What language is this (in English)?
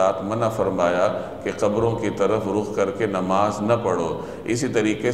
Urdu